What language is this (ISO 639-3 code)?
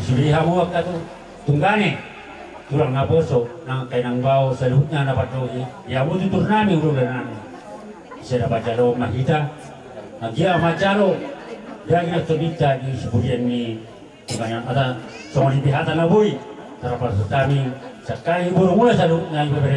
bbc